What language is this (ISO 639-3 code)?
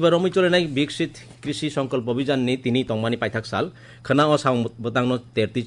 trp